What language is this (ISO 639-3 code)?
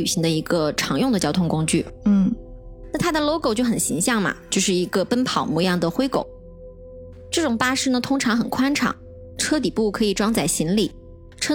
zho